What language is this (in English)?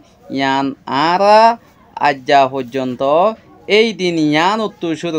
Rohingya